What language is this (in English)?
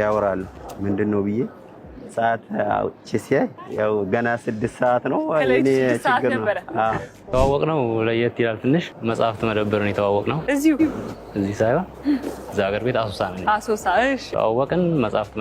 Amharic